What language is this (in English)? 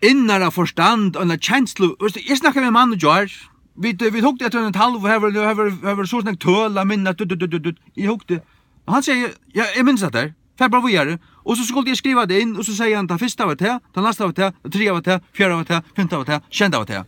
Faroese